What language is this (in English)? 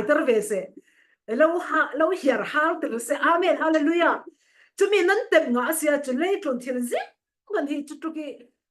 Falam Chin